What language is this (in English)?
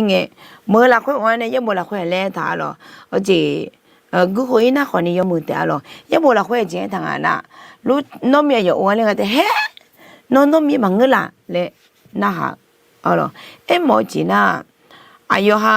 Akha